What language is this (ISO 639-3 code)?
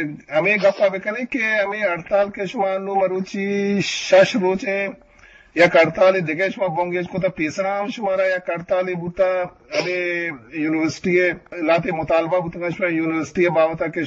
bgp